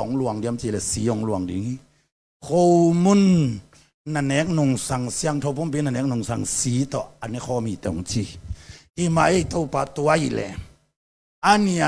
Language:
Tedim Chin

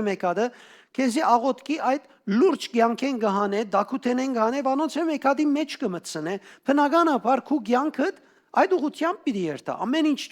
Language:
Western Armenian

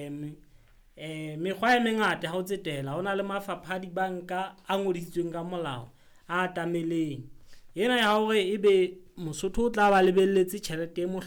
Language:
Southern Sotho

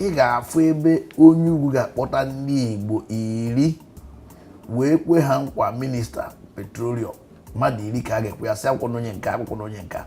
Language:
Igbo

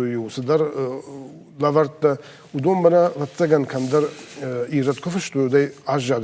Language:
Ossetic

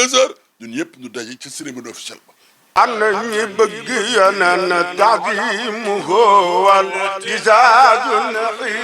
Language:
Wolof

